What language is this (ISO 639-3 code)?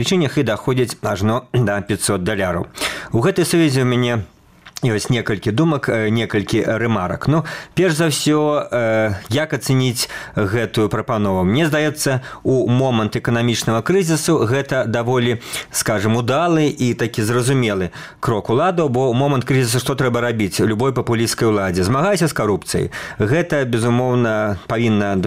bel